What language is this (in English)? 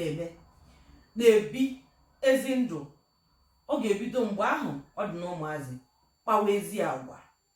Igbo